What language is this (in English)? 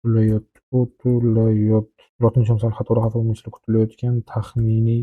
Uzbek